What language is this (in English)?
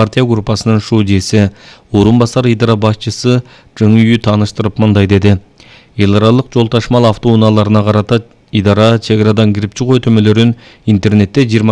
Kyrgyz